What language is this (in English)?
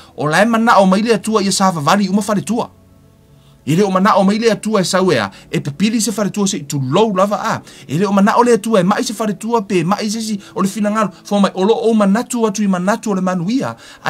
Samoan